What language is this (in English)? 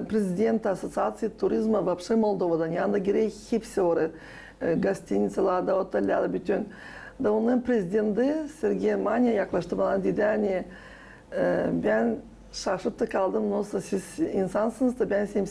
Gagauz